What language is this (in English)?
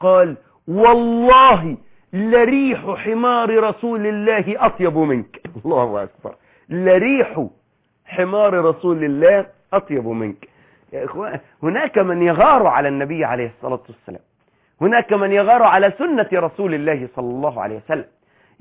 Arabic